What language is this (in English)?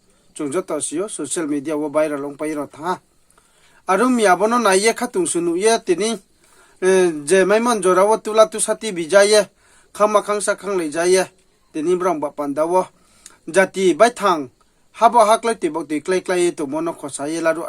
Riang (India)